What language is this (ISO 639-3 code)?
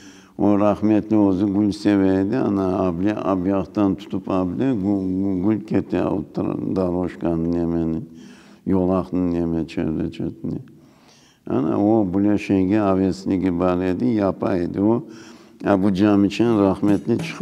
crh